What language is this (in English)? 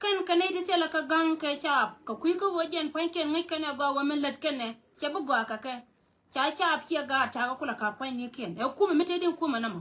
Nuer